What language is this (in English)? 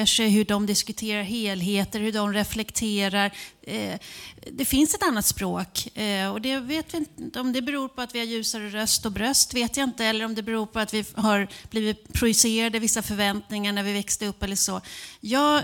Swedish